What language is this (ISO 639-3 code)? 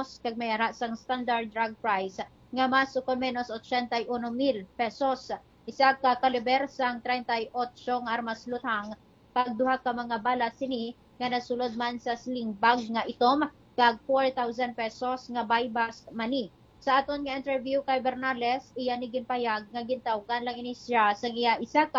hil